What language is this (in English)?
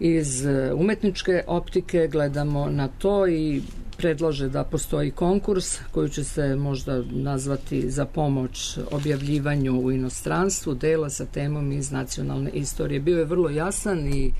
Serbian